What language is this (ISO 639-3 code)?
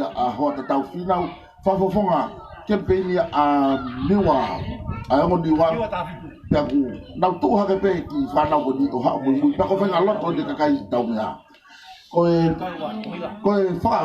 ton